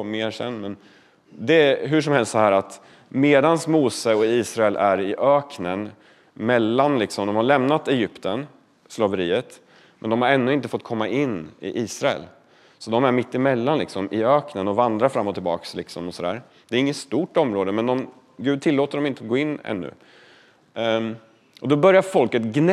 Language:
Swedish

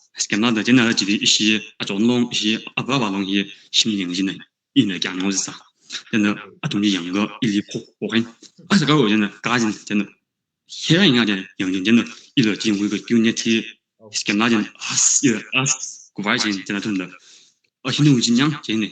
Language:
Tangkhul Naga (India)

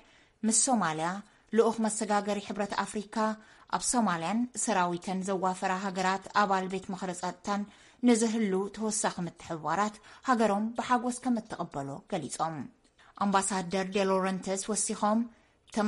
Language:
Tigrinya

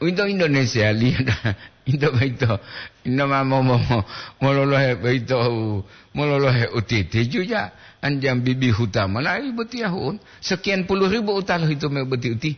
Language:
Gorontalo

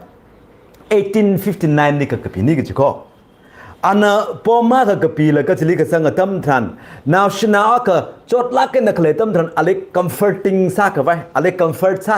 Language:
Tangkhul Naga (India)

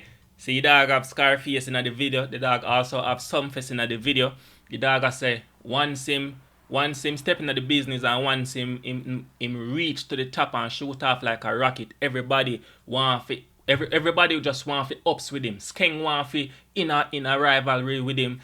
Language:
Jamaican Creole English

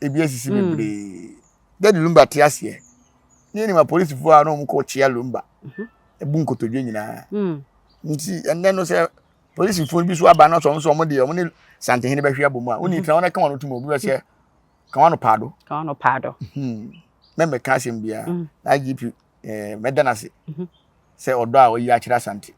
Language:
Akan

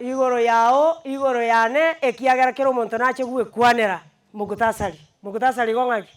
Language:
Gusii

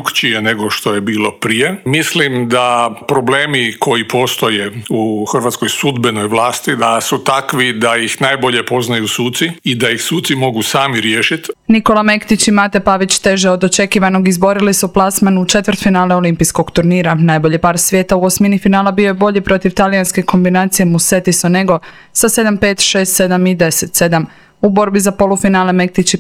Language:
Croatian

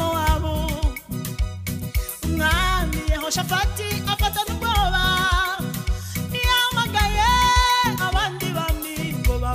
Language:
Kinyarwanda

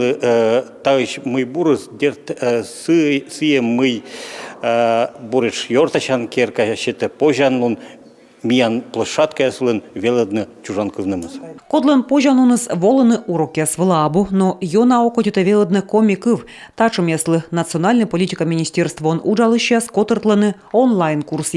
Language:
Komi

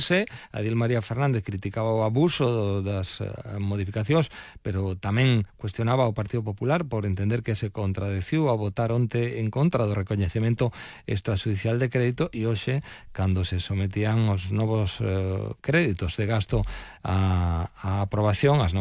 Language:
Galician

